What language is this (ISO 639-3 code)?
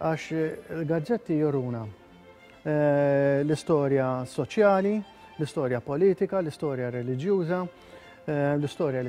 mlt